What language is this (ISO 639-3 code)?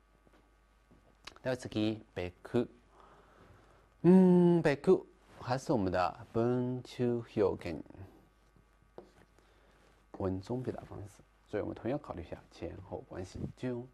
jpn